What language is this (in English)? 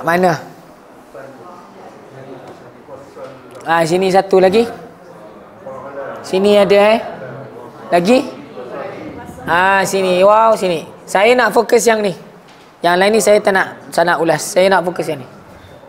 Malay